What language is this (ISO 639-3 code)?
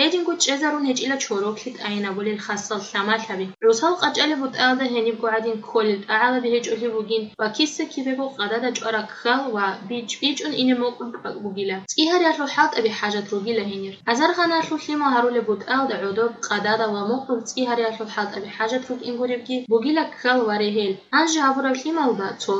ava